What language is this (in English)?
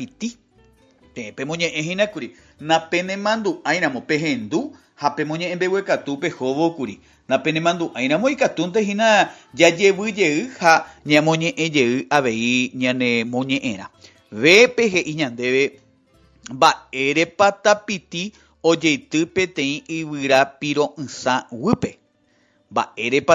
Guarani